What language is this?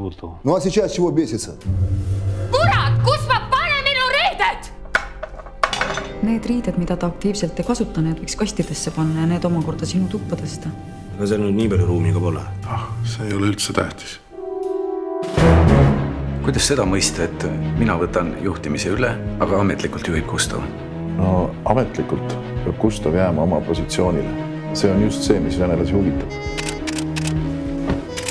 Estonian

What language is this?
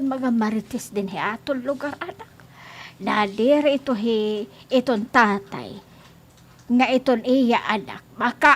Waray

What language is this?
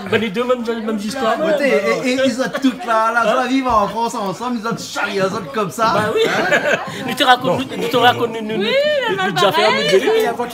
Réunion Creole French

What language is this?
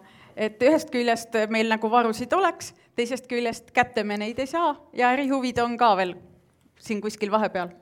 Estonian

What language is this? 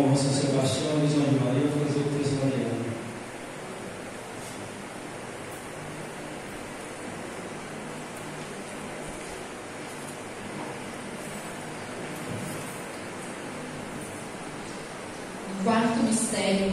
Portuguese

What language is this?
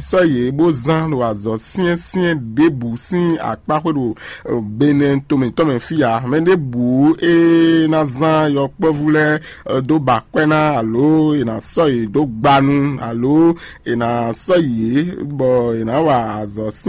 Fon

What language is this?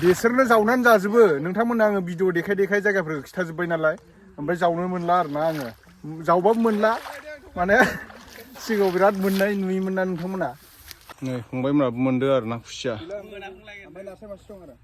Bodo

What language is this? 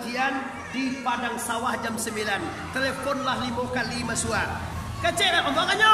Minangkabau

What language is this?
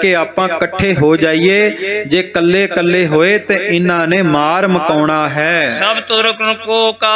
Punjabi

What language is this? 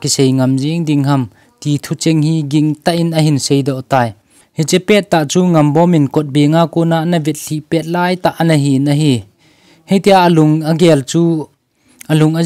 Thado Chin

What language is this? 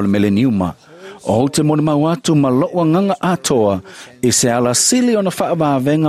Samoan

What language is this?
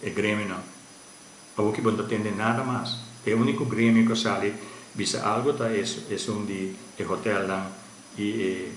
Papiamento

